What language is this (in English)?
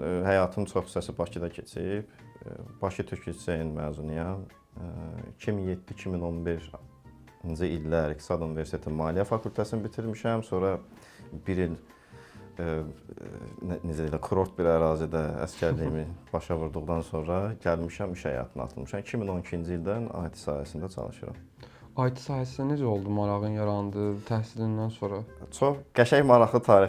Azerbaijani